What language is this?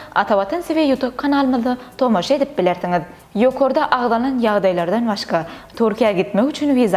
Turkmen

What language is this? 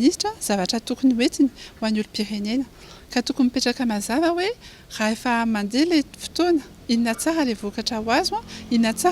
Malagasy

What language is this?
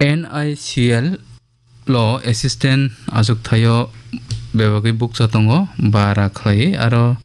Kok Borok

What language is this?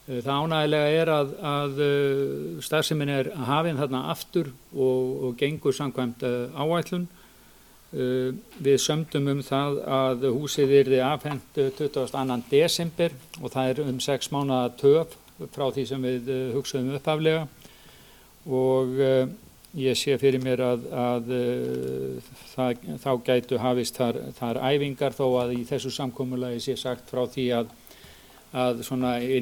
Icelandic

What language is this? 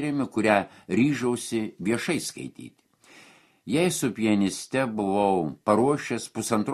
Lithuanian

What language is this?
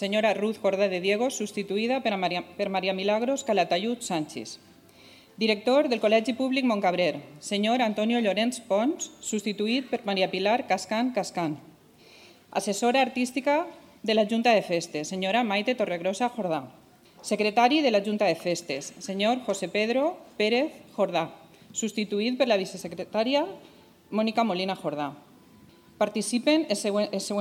Catalan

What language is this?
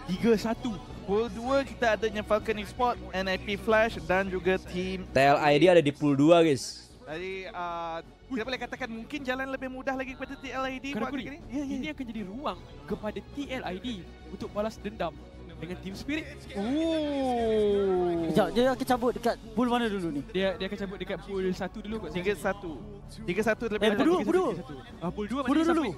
Malay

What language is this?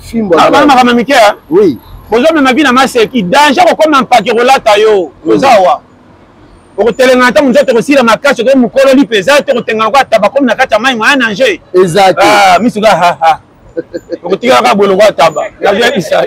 Lingala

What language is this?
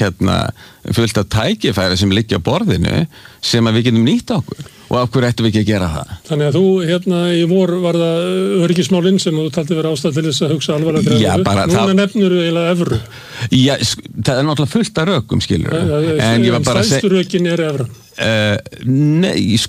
Icelandic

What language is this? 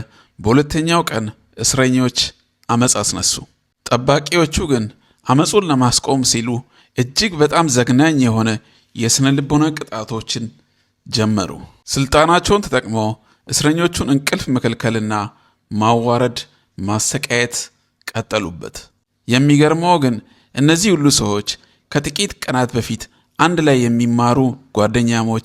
Amharic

